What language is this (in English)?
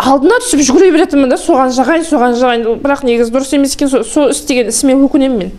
Kazakh